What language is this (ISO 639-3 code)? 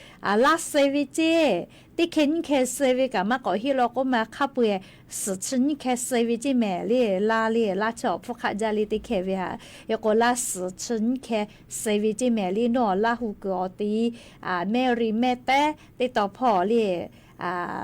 lhu